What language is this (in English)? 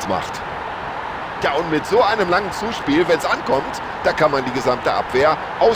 Bavarian